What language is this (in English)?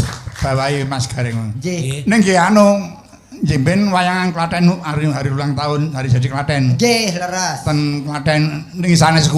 Javanese